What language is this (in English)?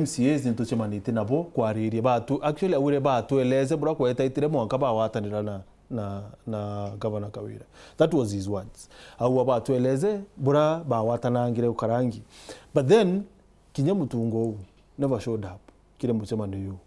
Meru